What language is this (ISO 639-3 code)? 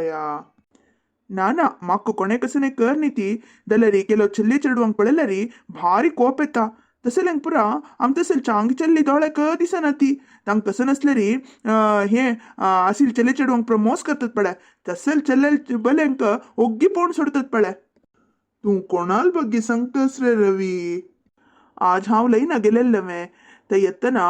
kok